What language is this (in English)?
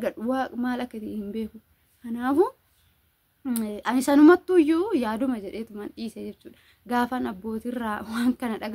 Oromo